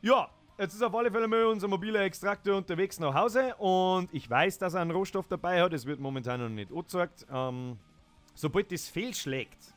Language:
Bavarian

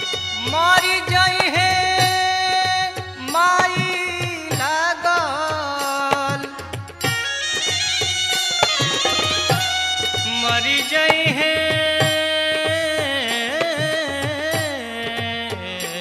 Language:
Bhojpuri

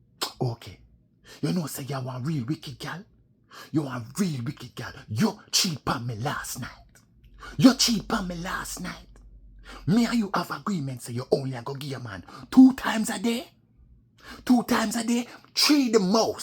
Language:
Jamaican Creole English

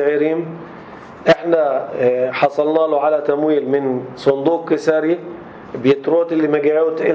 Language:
North Levantine Arabic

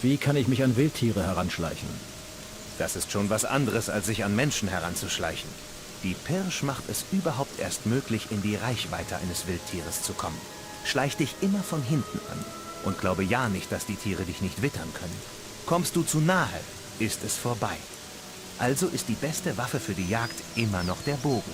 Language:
Bavarian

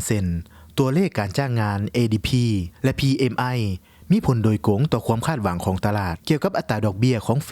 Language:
Lao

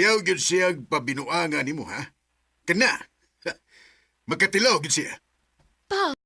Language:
Cebuano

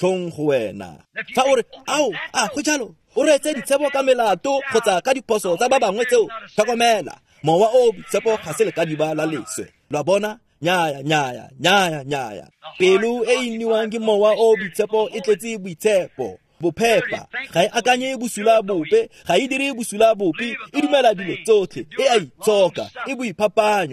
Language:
Tswana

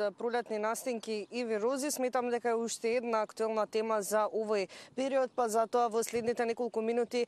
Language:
Macedonian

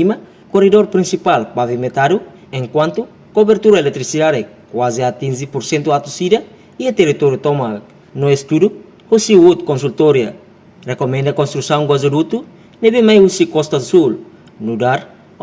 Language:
Tetum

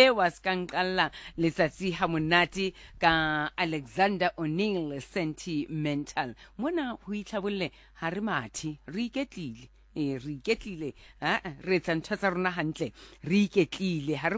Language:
Southern Sotho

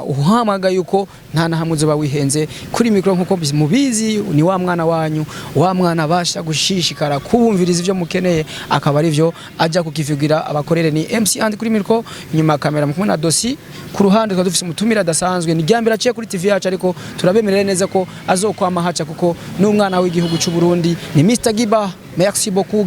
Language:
Rundi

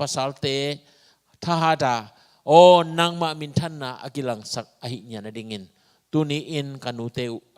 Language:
Tedim Chin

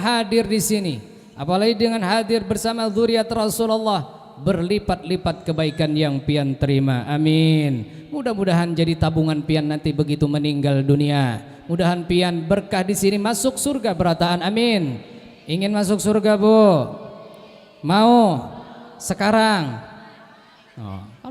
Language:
Banjar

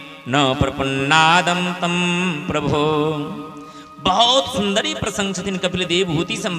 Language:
Maithili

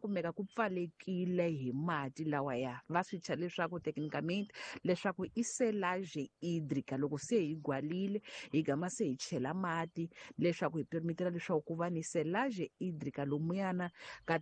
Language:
Tsonga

